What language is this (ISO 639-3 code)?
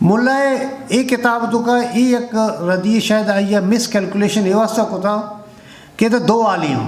bgp